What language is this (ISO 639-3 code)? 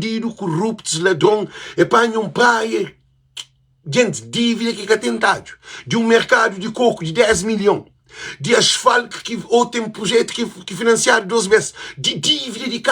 kea